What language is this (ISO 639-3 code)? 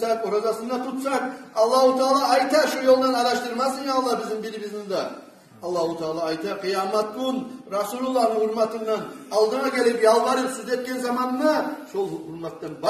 kum